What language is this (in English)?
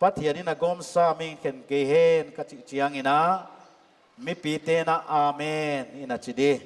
Paite Chin